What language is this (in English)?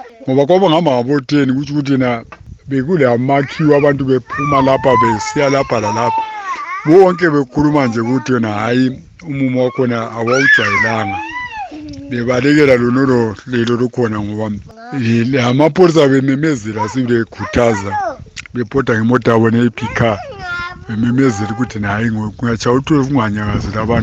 North Ndebele